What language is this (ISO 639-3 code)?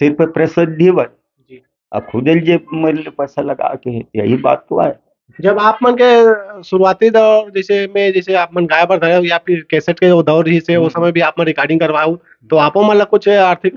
hne